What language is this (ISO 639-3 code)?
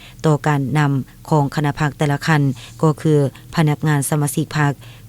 lao